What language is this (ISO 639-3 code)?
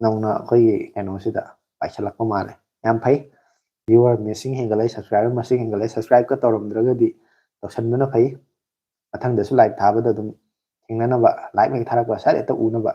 mni